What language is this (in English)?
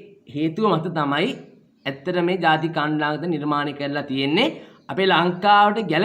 Sinhala